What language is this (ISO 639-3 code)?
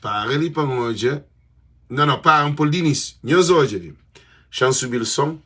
kea